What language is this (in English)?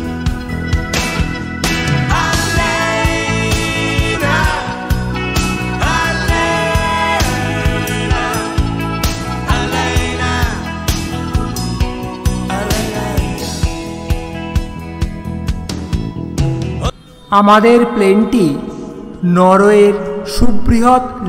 Bangla